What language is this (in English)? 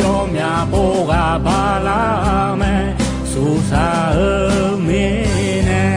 Akha